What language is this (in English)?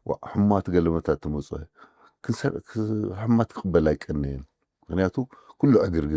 Tigrinya